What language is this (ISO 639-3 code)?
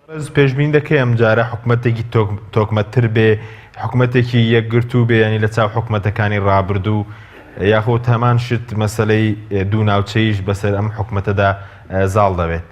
ckb